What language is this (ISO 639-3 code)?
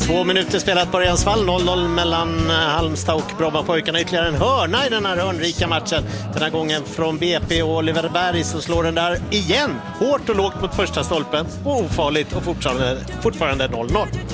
swe